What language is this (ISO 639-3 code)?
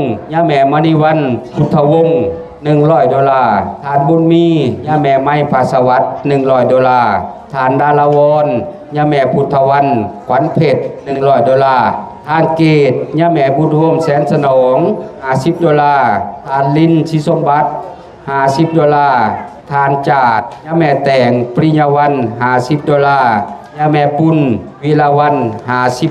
lao